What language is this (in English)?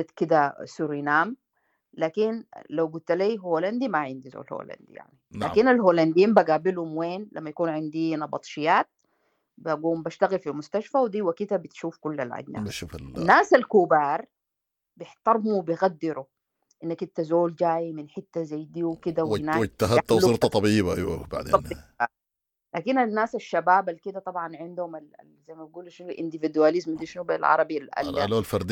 Sudanese Arabic